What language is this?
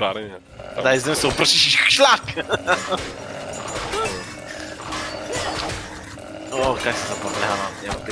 Bulgarian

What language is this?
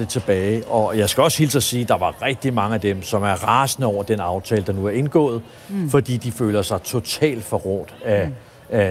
Danish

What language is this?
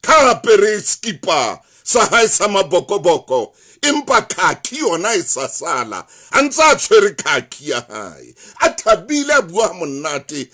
Southern Sotho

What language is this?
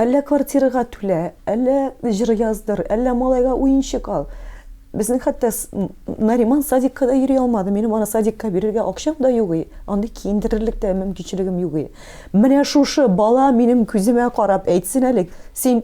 Tatar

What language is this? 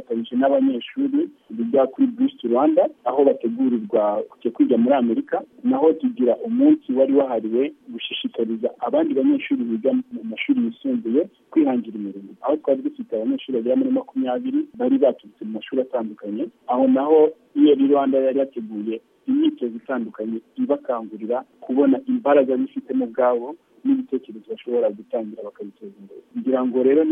Kinyarwanda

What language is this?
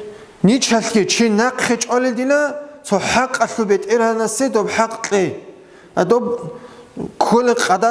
Avaric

